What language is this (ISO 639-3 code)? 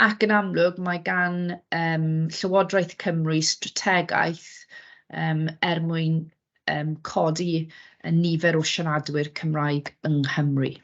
cym